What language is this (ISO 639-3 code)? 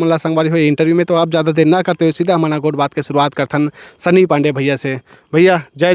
hne